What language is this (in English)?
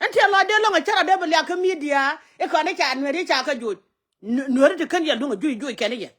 Nuer